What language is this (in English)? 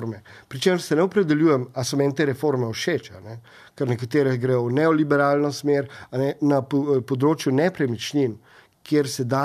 Slovenian